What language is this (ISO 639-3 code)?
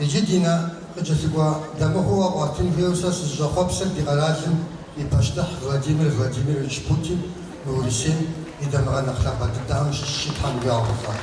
kbd